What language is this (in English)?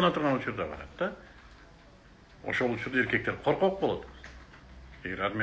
Kyrgyz